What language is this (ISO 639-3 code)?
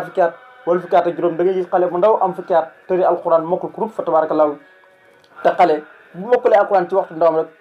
wol